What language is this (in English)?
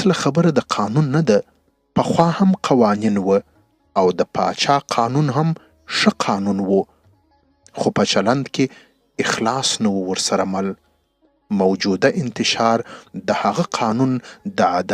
Pashto